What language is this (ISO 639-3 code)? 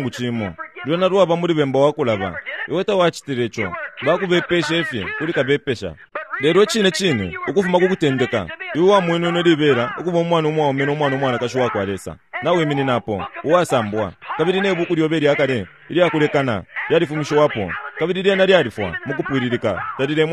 bem